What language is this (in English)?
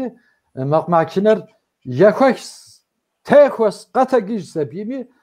Kabardian